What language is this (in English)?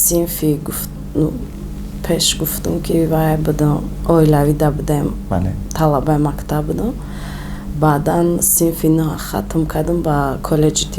Tajik